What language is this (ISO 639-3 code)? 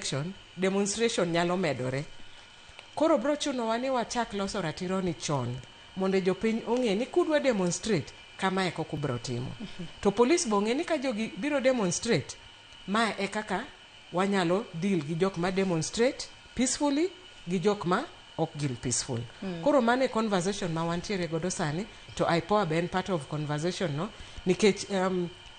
luo